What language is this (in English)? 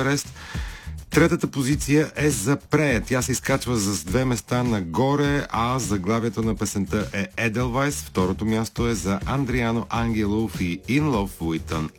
Bulgarian